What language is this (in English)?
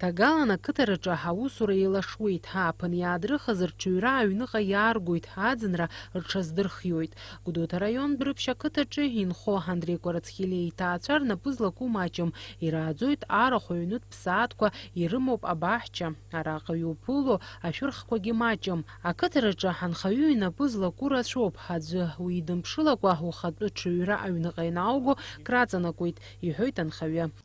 Abkhazian